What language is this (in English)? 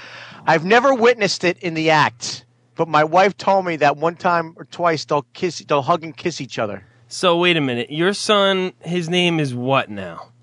English